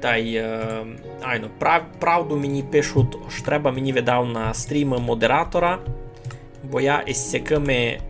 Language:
Rusyn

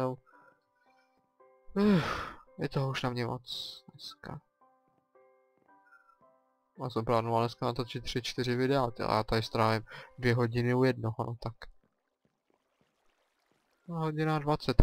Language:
Czech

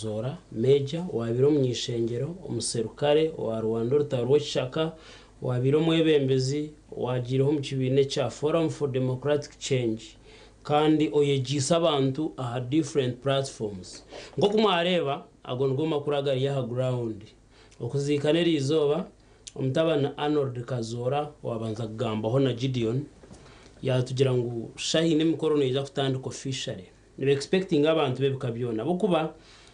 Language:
Nyankole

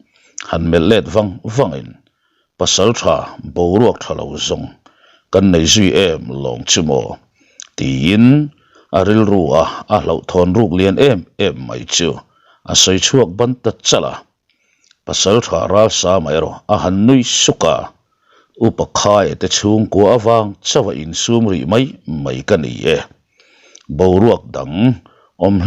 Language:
Mizo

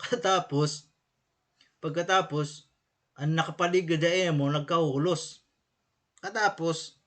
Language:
Waray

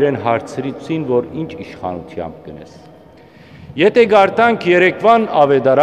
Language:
Western Armenian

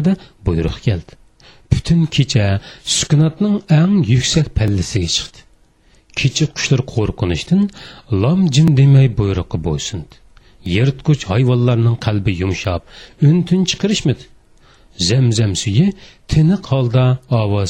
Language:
Uyghur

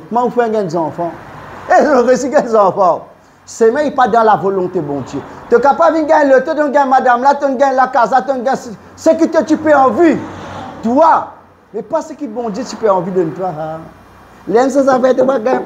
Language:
Morisyen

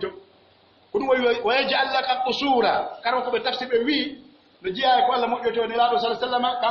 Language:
Pular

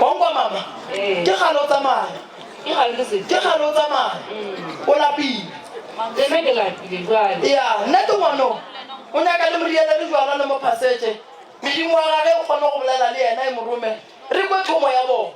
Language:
Northern Sotho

